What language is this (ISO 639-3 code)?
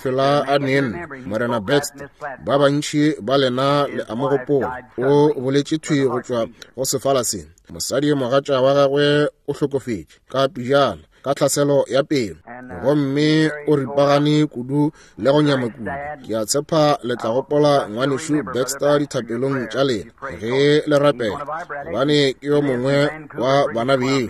nso